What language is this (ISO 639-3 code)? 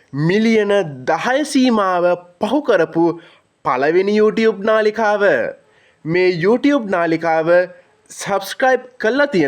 sin